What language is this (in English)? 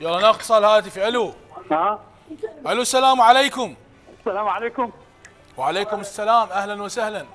Mesopotamian Arabic